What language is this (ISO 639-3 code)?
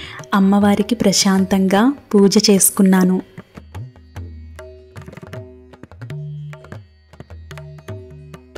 tel